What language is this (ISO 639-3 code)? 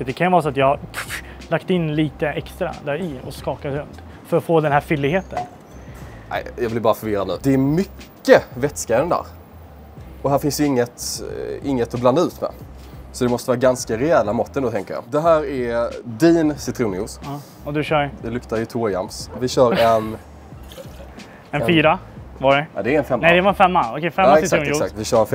swe